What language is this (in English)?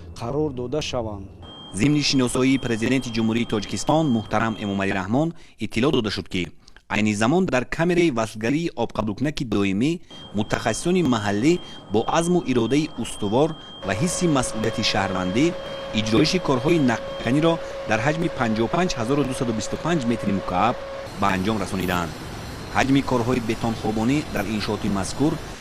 Tajik